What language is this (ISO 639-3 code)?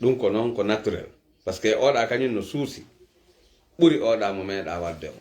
fuf